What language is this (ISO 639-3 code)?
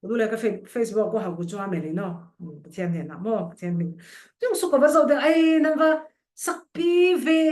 cfm